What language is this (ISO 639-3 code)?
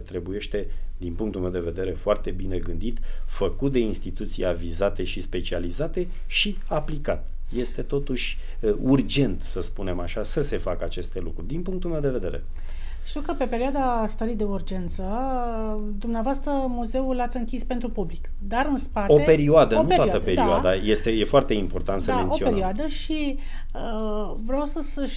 ron